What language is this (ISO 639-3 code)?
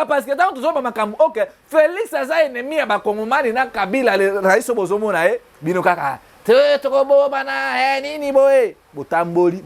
lin